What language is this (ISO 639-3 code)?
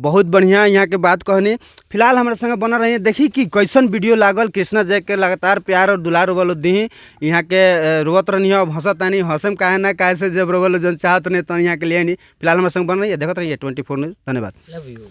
bho